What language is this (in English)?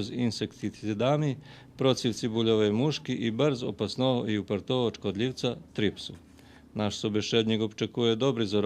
Rusyn